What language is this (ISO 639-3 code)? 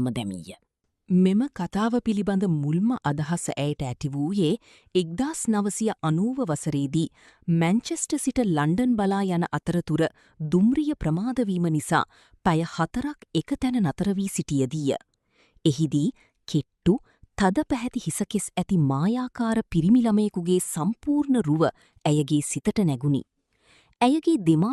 sin